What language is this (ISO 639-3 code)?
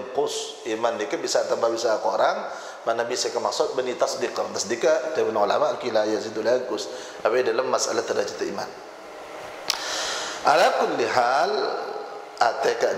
mad